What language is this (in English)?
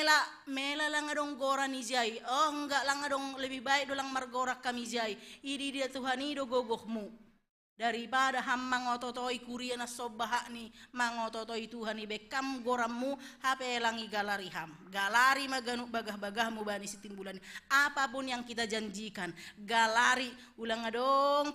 Batak Simalungun